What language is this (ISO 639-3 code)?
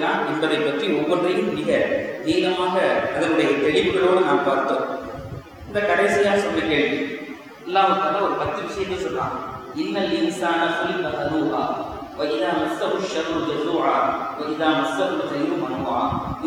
tam